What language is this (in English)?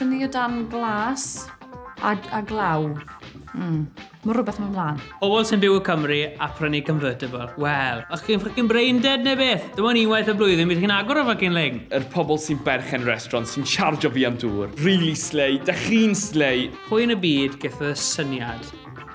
Welsh